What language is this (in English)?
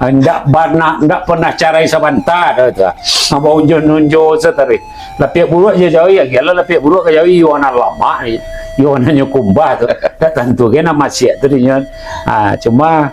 Minangkabau